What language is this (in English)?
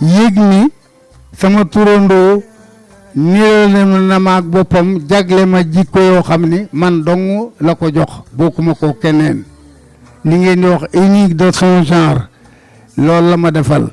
Wolof